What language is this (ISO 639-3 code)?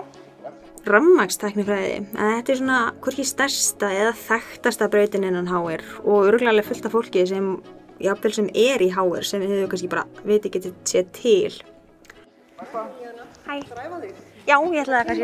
isl